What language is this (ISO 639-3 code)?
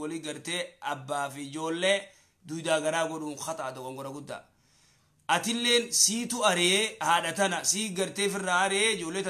orm